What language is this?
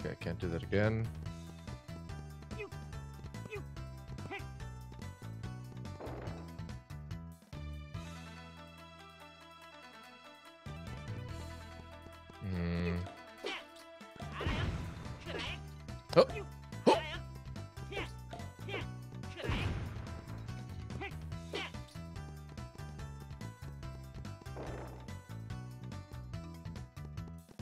English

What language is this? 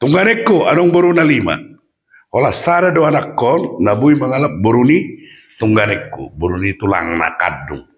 Batak Toba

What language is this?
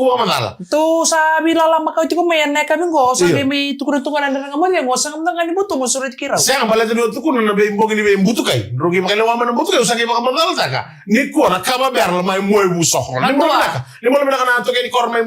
Fijian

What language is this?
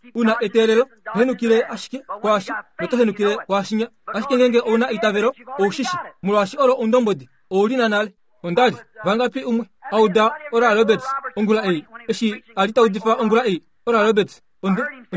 Kuanyama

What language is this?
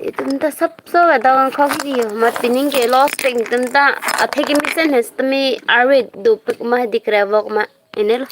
Karbi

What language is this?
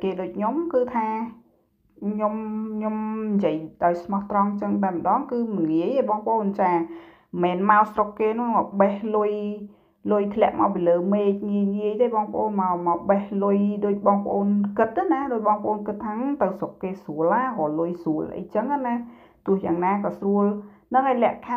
Khmer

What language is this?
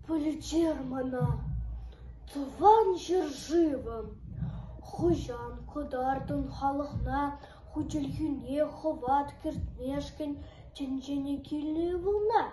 Chuvash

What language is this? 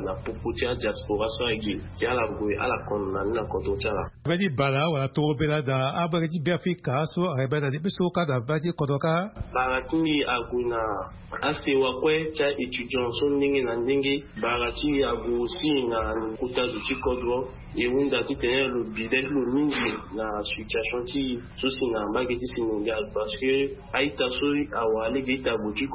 Sango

